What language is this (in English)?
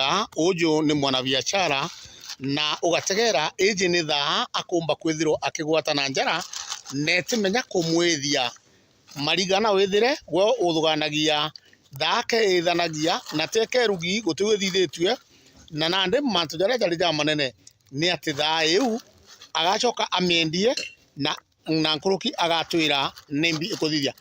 Meru